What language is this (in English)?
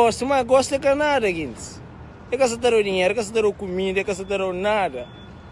Kabuverdianu